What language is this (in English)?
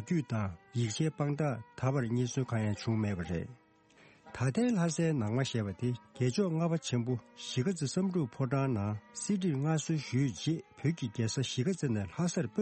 Tibetan